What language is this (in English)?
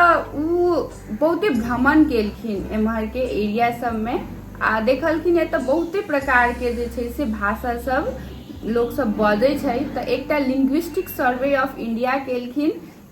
Maithili